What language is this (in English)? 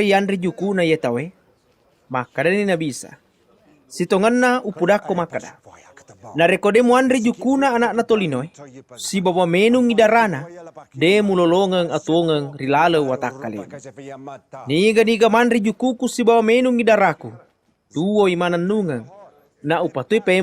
Buginese